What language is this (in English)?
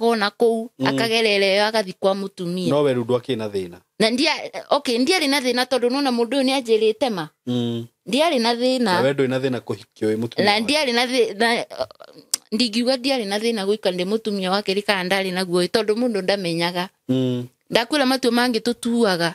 Kikuyu